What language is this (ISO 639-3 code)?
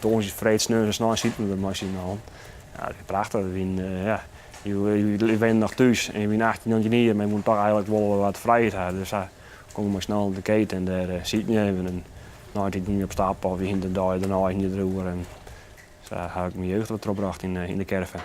fry